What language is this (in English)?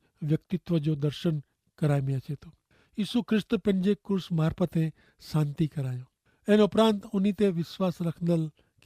Kachhi